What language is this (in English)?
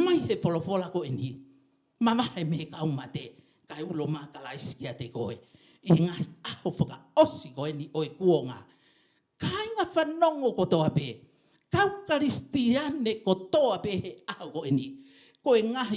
Tongan